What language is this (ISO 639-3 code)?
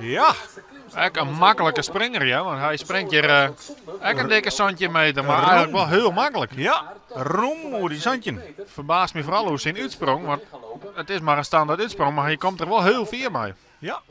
fry